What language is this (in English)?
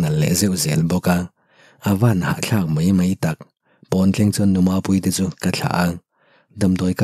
Mizo